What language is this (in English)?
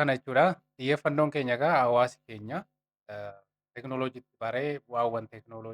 Oromo